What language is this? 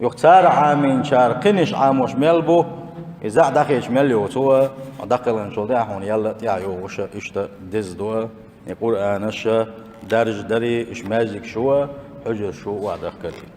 Chechen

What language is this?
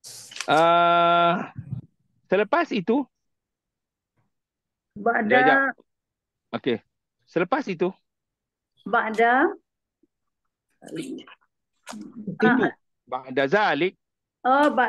Malay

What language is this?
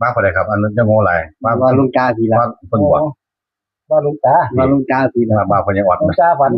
Northeastern Thai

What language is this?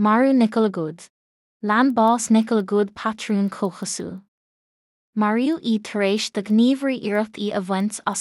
Irish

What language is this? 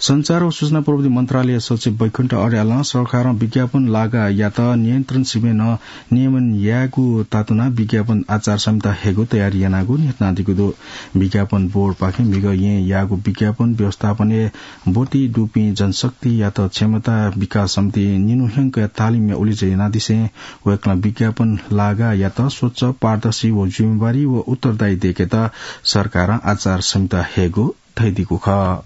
Newari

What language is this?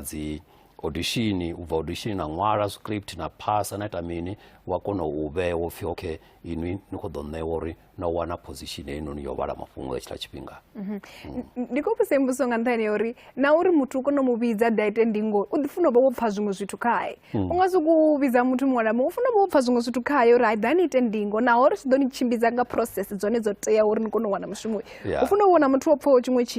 Venda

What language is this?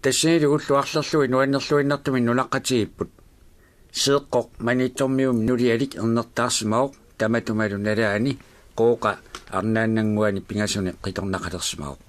Kalaallisut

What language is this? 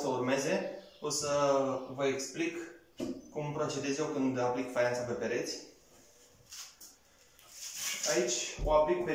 Romanian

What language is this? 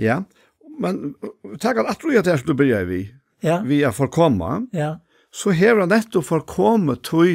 Faroese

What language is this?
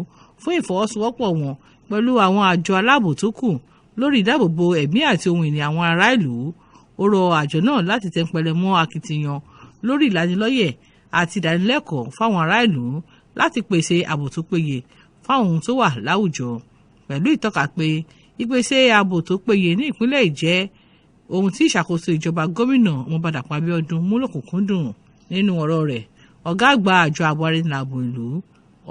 Yoruba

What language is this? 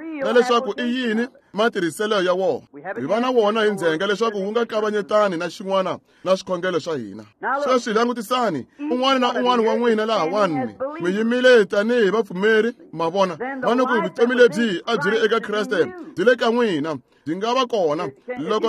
Tsonga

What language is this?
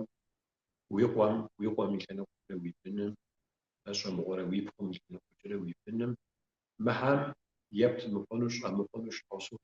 Kabardian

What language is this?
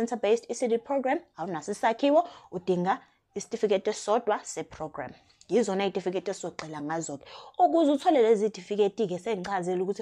Zulu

